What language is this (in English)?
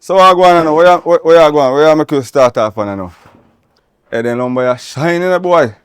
Jamaican Creole English